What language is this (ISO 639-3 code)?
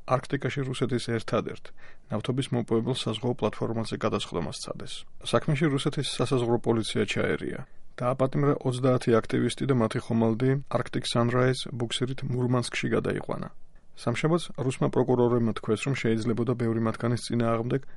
kat